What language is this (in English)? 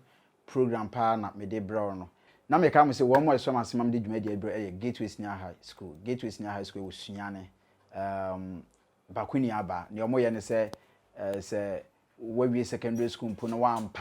Akan